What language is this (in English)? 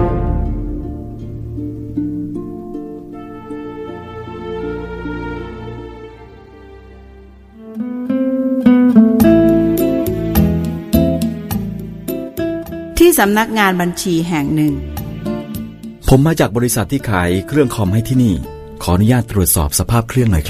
Thai